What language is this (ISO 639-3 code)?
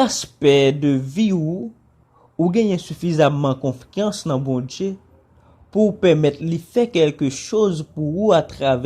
hat